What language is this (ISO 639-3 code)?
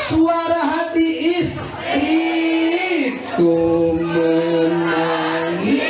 sun